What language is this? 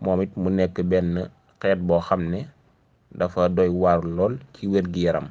Wolof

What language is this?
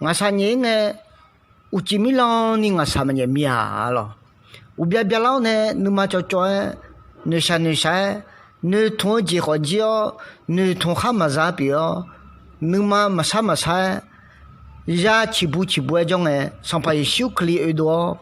Akha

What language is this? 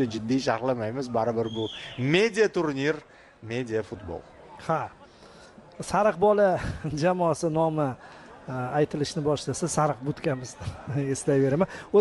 Uzbek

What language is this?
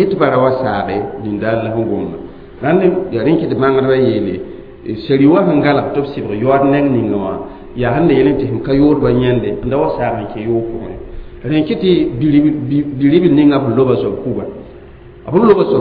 Mossi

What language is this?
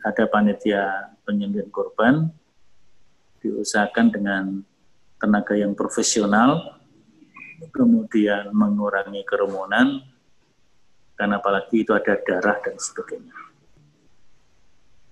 Indonesian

